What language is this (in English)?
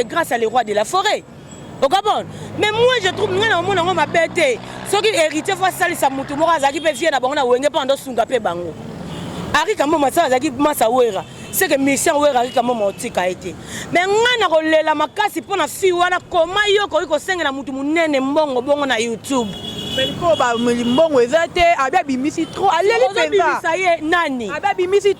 Lingala